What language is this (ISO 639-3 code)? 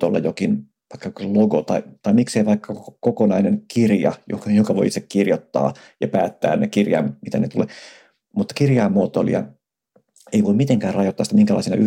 fin